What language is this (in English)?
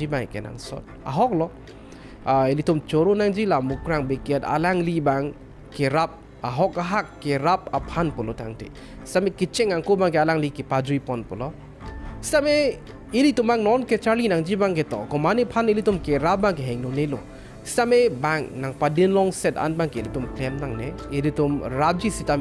Karbi